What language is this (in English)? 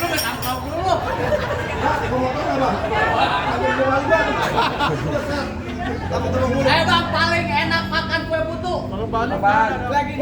Betawi